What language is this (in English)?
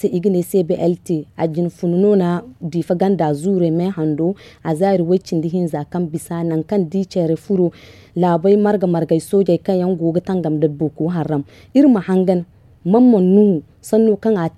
Zarma